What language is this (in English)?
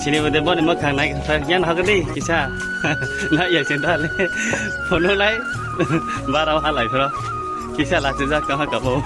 Kok Borok